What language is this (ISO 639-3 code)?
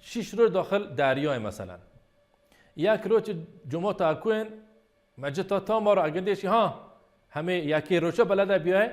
bal